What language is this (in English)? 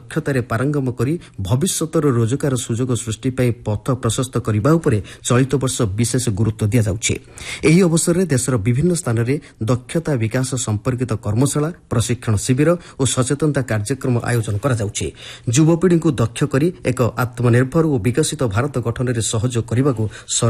Odia